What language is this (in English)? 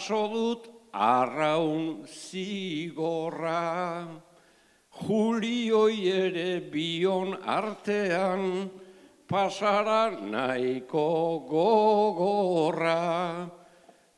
Basque